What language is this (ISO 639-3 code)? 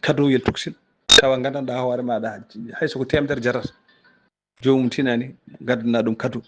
ful